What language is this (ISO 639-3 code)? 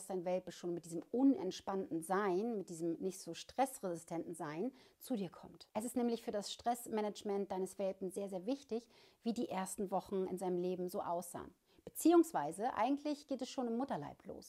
deu